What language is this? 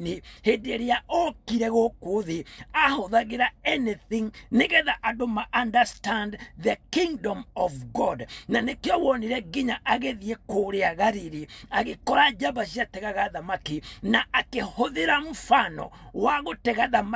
Kikuyu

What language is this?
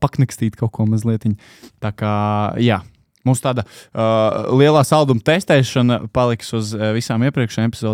Latvian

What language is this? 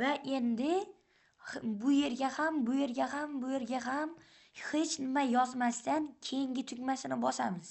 Uzbek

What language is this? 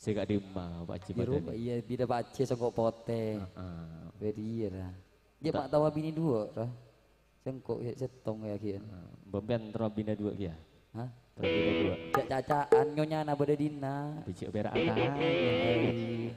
Madurese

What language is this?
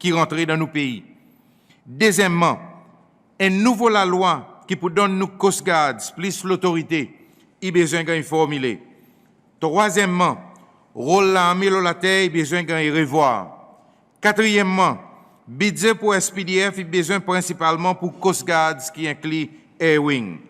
Seselwa Creole French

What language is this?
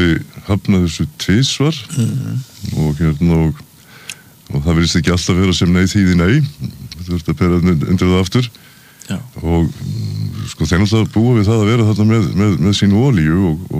Icelandic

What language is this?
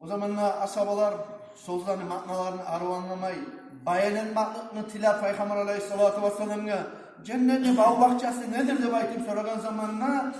Kumyk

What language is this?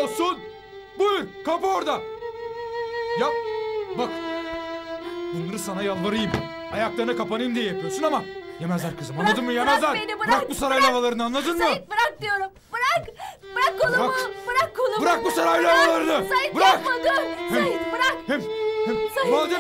Turkish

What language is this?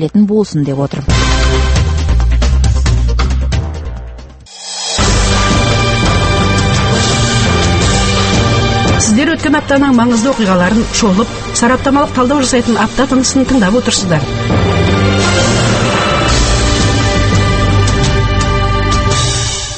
Kazakh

